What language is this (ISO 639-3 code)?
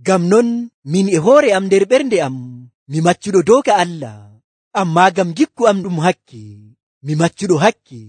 fuv